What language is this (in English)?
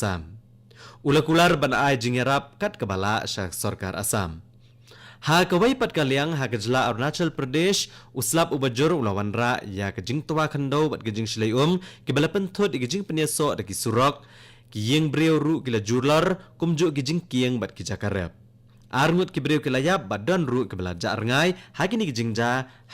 Khasi